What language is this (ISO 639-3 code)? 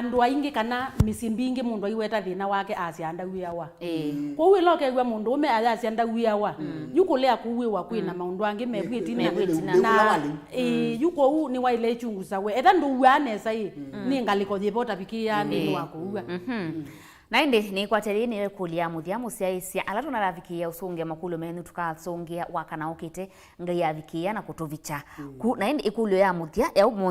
kam